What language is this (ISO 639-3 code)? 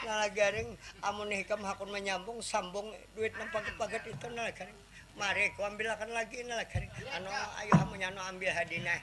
bjn